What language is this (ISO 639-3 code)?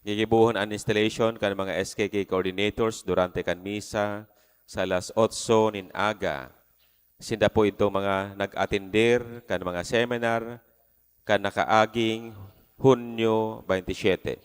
bik